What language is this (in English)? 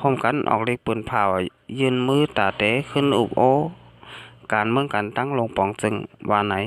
Shan